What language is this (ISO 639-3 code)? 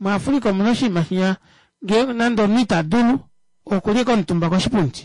kua